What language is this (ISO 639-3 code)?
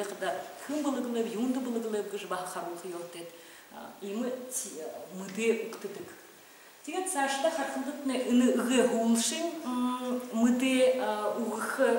bua